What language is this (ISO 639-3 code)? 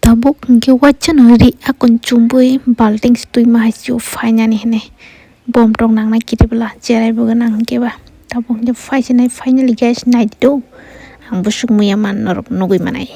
trp